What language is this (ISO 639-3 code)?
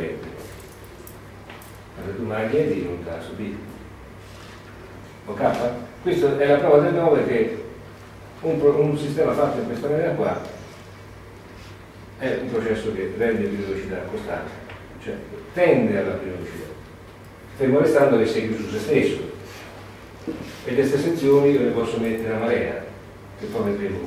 ita